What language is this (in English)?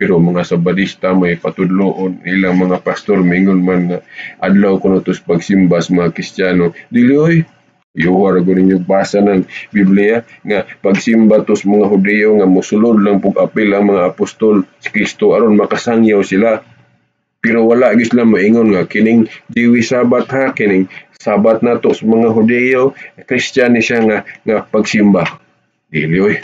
Cebuano